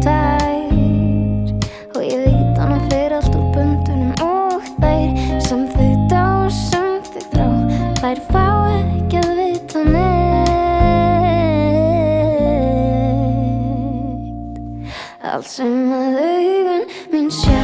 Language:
Icelandic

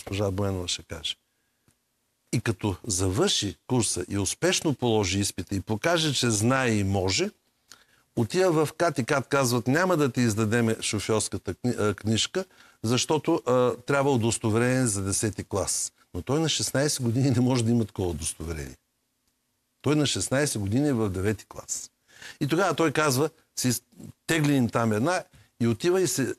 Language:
Bulgarian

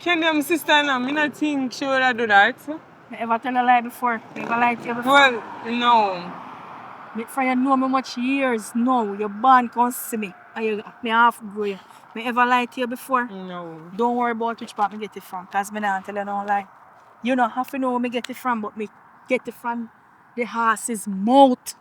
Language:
Jamaican Creole English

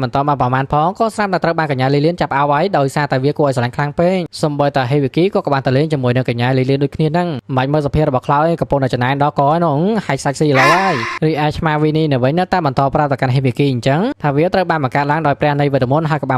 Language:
Khmer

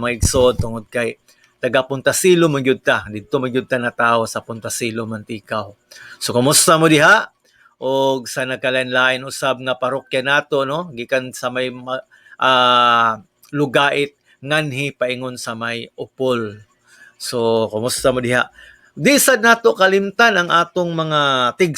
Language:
Cebuano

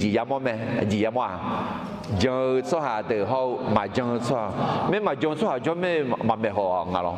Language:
Akha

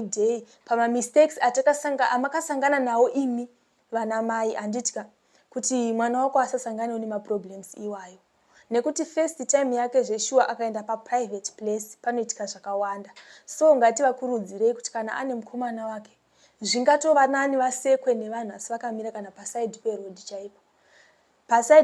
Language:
Shona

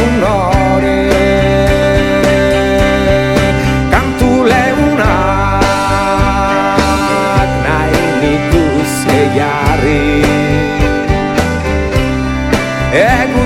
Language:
Basque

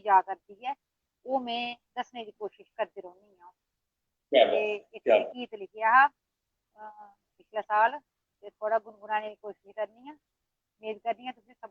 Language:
Dogri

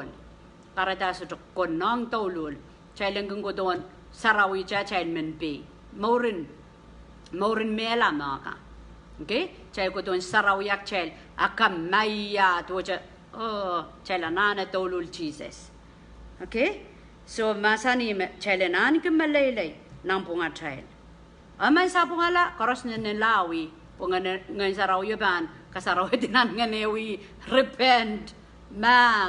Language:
Pohnpeian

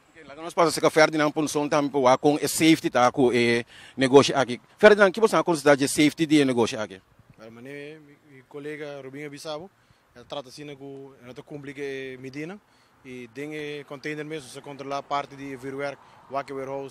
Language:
Papiamento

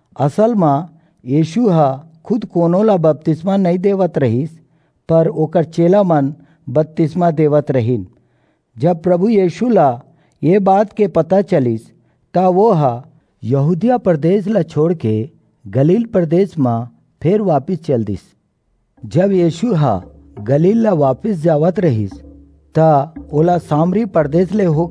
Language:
Chhattisgarhi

